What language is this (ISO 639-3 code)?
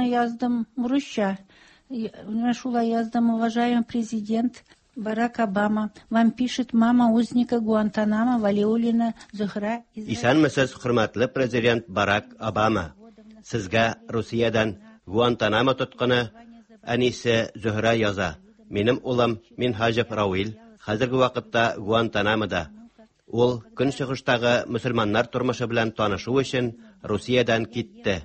tat